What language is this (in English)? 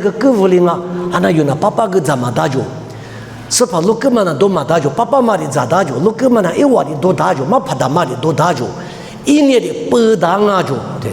Lisu